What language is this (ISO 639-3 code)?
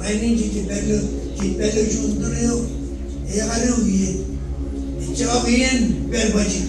mah